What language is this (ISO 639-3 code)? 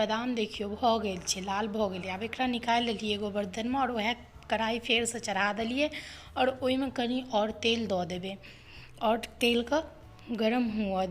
mai